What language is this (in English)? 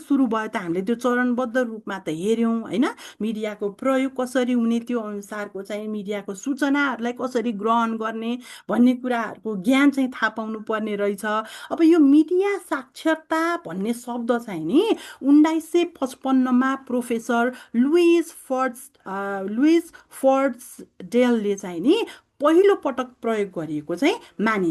Nepali